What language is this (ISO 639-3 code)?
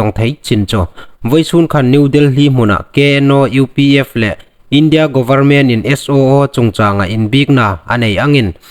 hmr